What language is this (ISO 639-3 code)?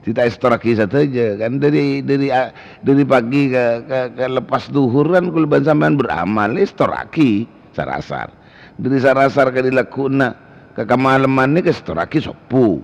mad